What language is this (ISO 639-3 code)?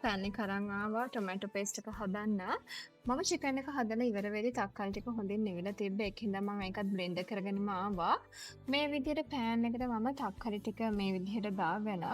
sin